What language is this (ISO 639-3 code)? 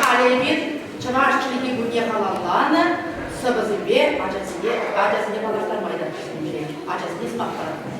chv